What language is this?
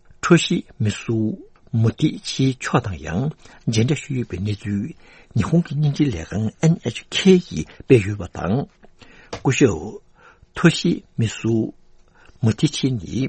Tibetan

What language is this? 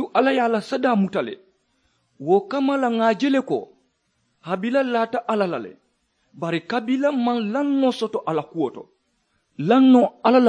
Mandingo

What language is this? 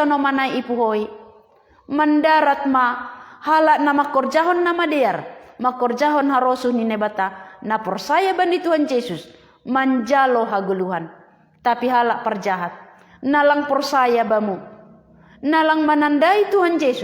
Batak Simalungun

